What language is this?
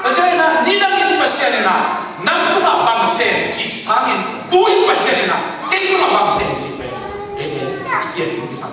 Tedim Chin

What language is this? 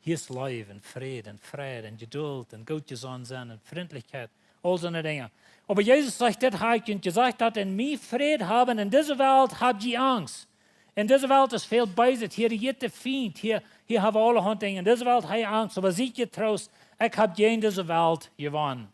Plautdietsch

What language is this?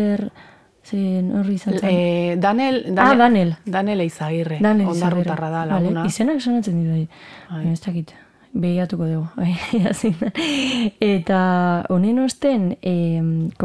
Basque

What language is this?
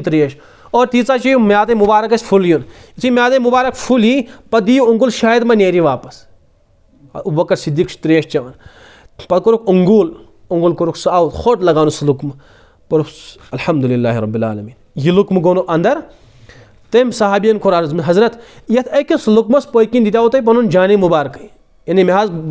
Kashmiri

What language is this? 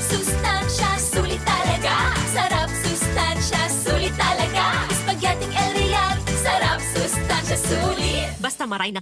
Bikol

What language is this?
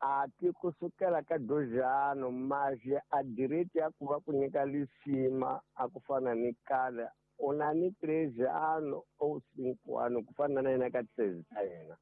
Tsonga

